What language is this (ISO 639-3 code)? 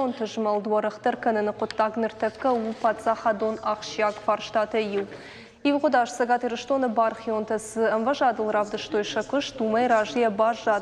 oss